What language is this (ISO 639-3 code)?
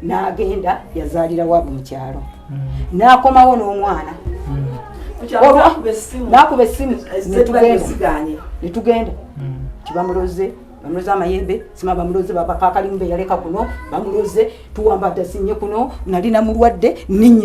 lug